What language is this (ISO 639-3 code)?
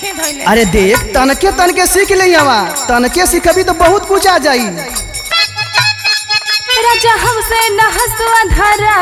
bho